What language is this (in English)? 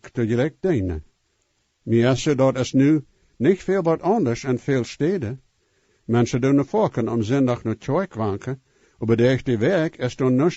Plautdietsch